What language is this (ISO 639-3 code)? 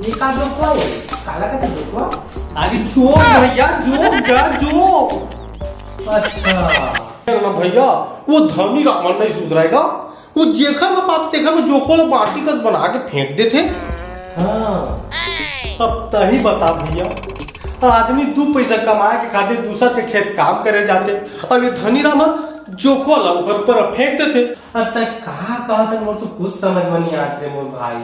hne